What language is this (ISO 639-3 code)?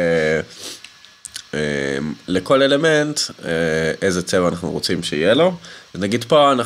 heb